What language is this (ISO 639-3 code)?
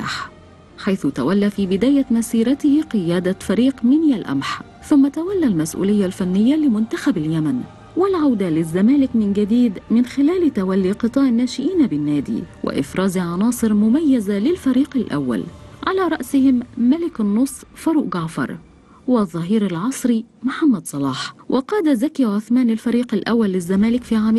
arz